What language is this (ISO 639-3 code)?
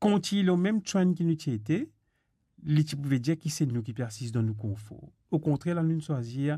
mfe